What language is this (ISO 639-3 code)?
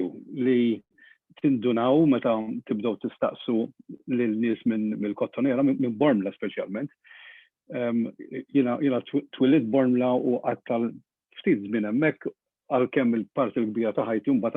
mlt